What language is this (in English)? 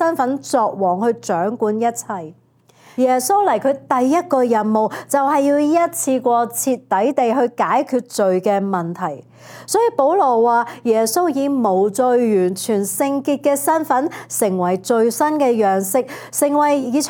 Cantonese